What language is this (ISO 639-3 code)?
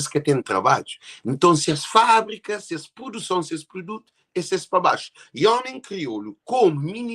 kea